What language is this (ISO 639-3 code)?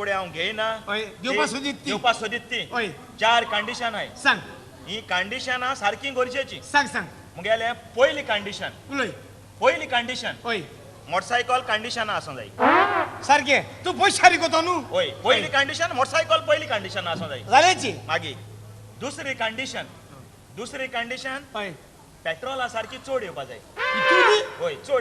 kok